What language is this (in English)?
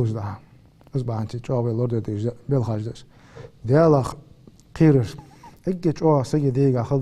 Ingush